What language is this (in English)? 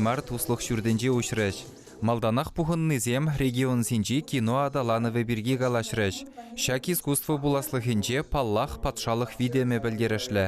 Chuvash